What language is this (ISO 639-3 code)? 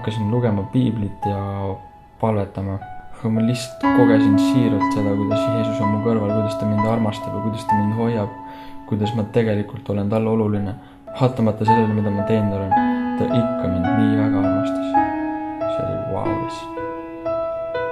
est